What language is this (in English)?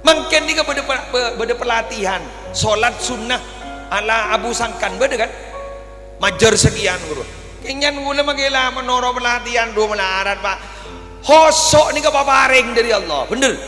Madurese